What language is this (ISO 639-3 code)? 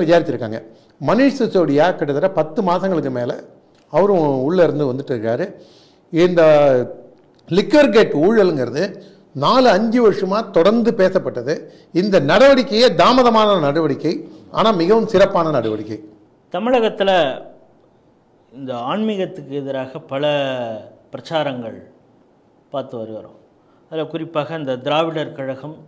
tam